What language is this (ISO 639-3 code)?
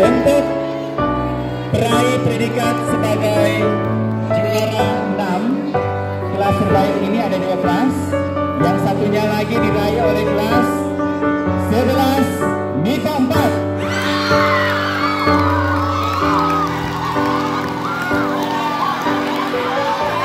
ind